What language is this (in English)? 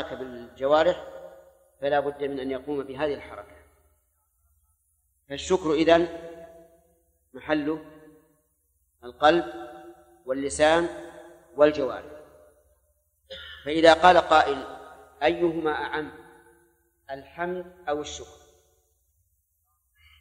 Arabic